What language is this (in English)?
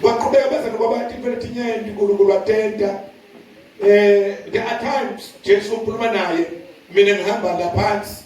Zulu